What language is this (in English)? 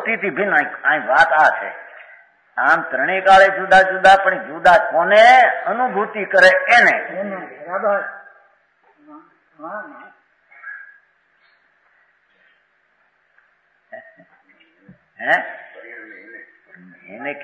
Gujarati